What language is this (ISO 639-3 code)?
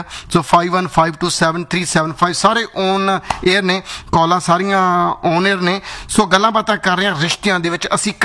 pan